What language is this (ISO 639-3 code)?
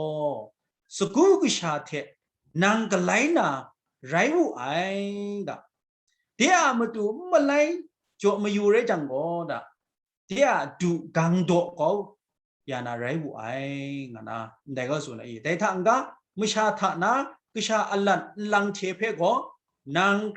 kac